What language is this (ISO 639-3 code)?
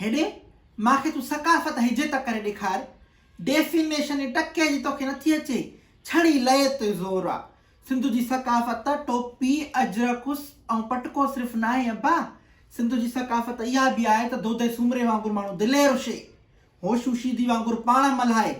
snd